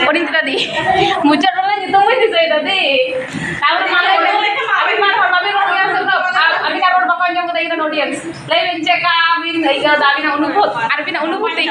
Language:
Santali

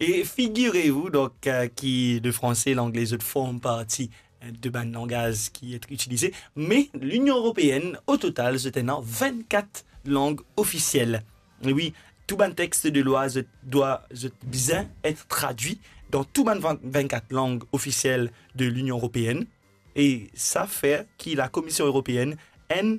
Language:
Morisyen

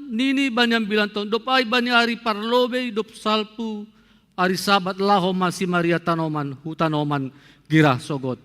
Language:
Batak Simalungun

